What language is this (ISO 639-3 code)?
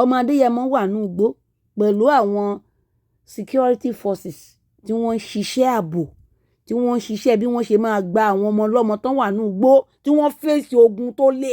yor